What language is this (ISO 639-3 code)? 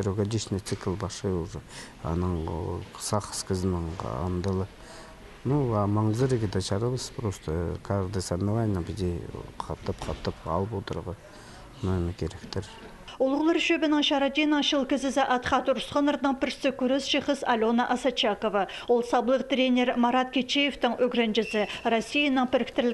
kjh